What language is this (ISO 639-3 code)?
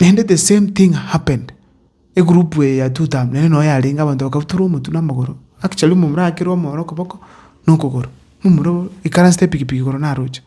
guz